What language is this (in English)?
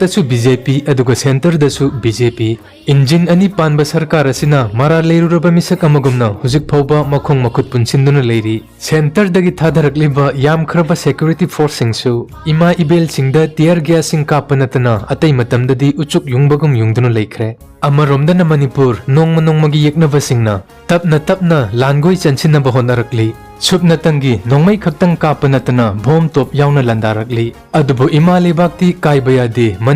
Manipuri